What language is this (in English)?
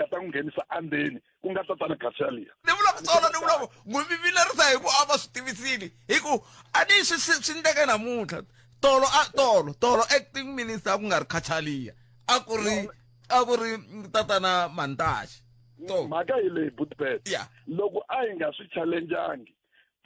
Tsonga